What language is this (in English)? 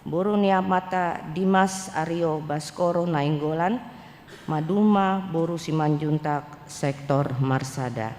Batak Toba